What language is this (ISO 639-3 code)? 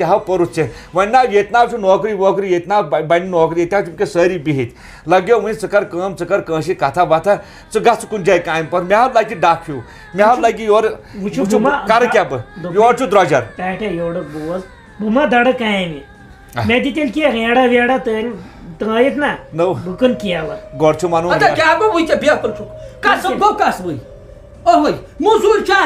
kas